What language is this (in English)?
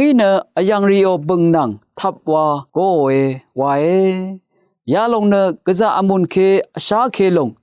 Rawang